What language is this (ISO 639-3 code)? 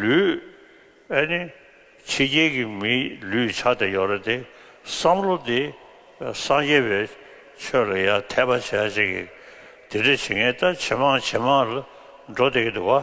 bod